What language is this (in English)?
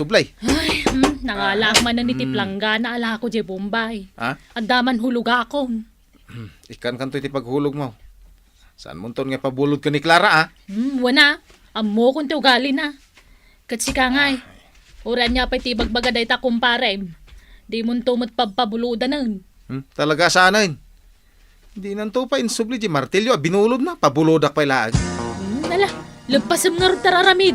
Iloko